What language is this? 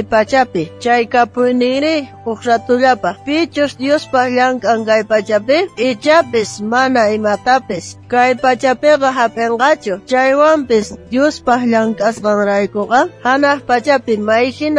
South Bolivian Quechua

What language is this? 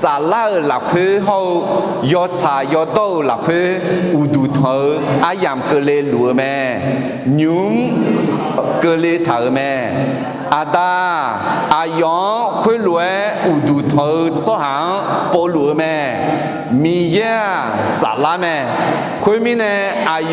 Akha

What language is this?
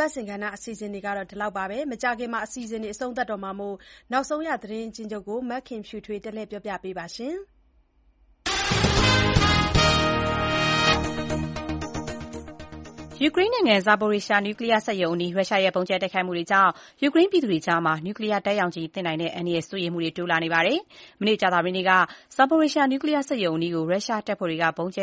Burmese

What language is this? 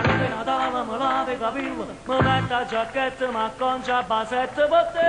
Neapolitan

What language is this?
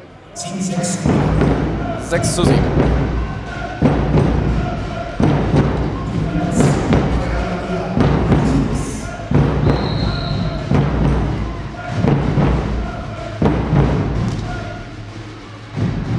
German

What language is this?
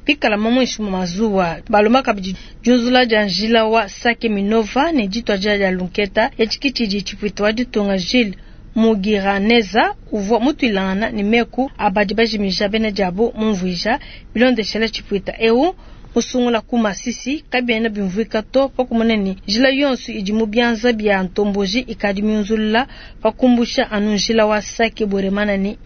Luba-Lulua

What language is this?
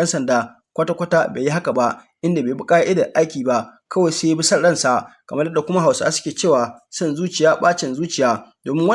Hausa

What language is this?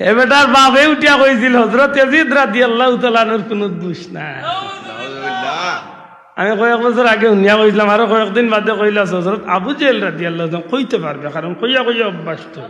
Sylheti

